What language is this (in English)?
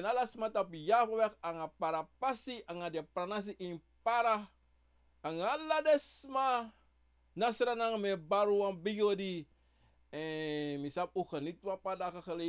Sranan Tongo